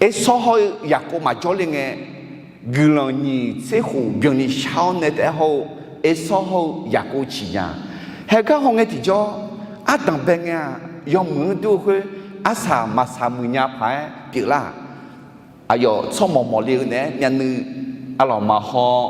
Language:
Akha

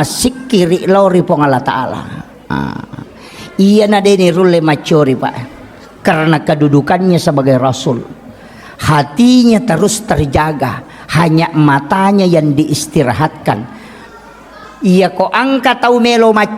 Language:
Buginese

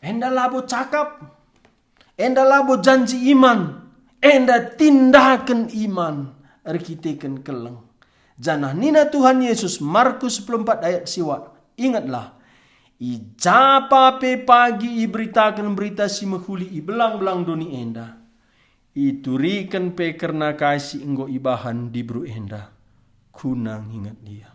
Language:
Batak Karo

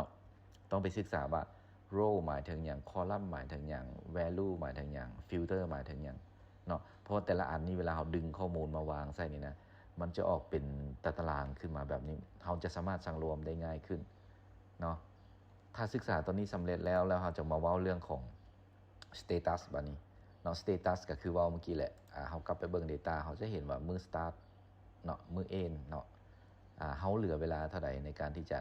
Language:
Lao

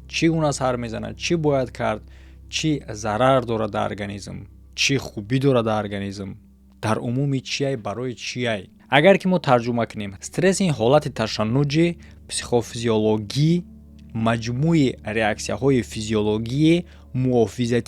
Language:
Tajik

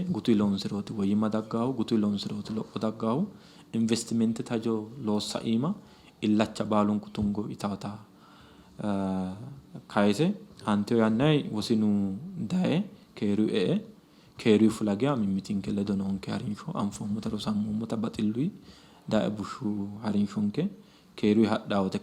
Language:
Sidamo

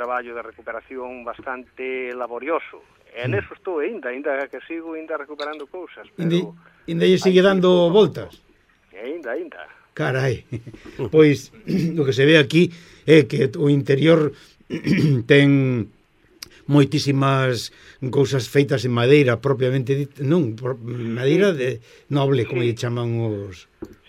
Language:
Galician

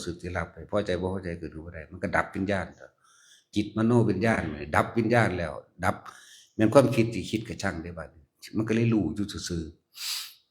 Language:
Northeastern Thai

